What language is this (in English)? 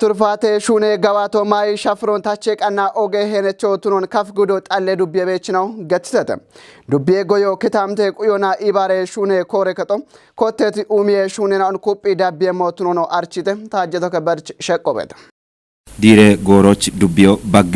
Kafa